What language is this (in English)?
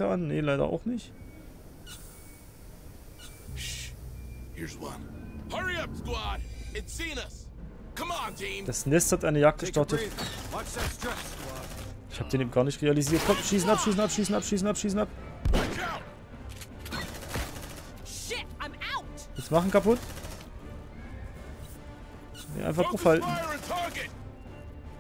German